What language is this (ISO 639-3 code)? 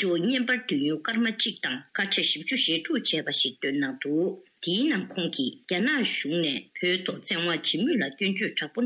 bod